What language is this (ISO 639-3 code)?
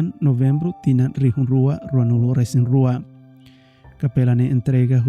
tet